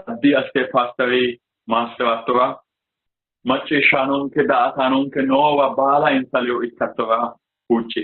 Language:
Sidamo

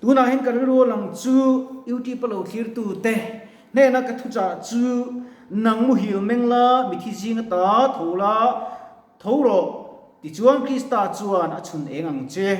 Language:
Mizo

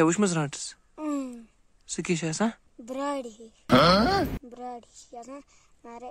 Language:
Kashmiri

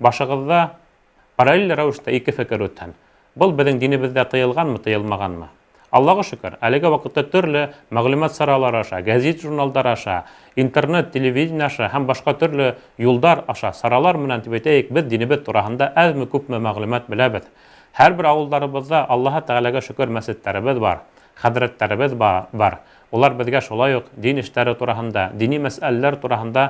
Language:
Bashkir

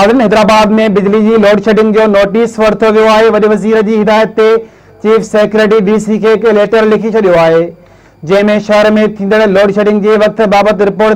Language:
Sindhi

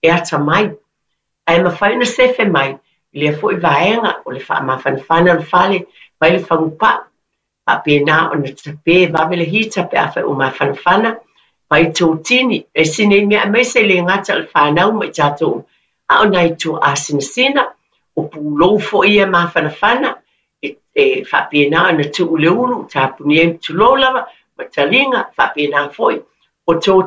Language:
Samoan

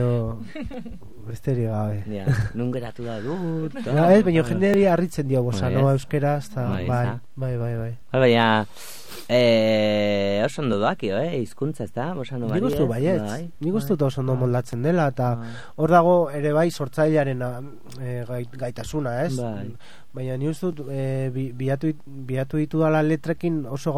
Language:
Basque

